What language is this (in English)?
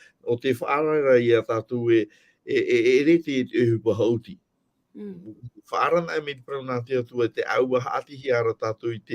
Tahitian